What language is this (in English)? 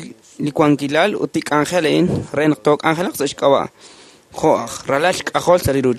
Kekchí